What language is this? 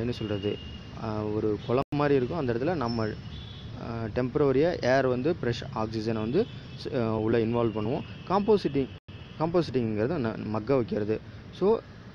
Tamil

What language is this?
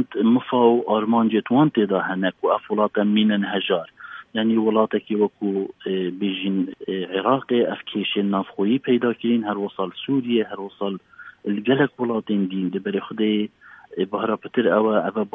Kurdish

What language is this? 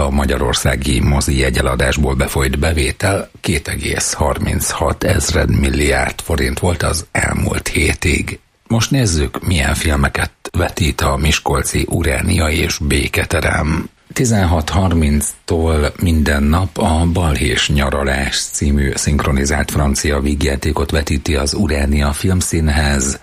Hungarian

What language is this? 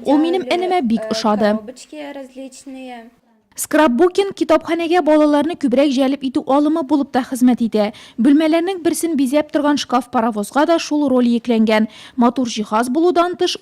Tatar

